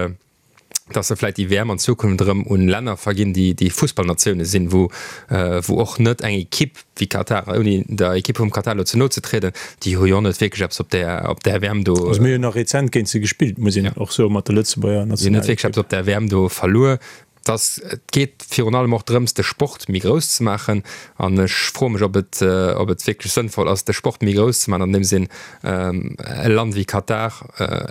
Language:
Luxembourgish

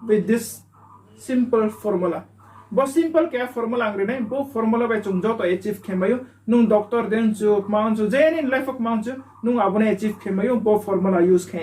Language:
Riang (India)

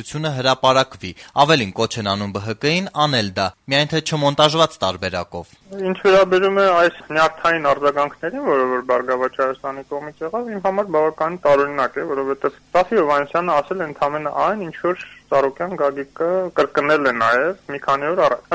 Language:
Armenian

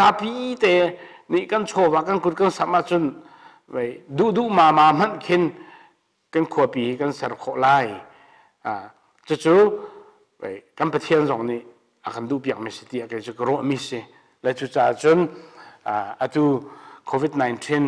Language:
Hakha Chin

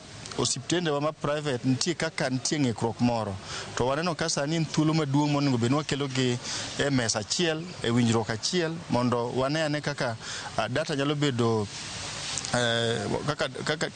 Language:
Luo (Kenya and Tanzania)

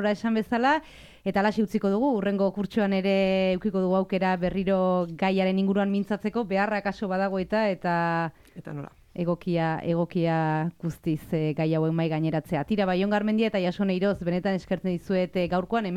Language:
Basque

